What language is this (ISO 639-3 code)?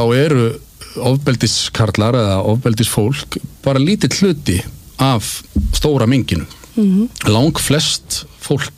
isl